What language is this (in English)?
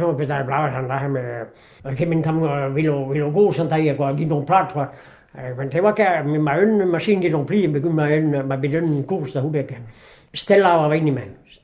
Breton